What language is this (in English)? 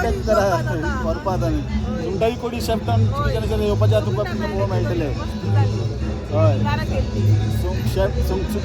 Konkani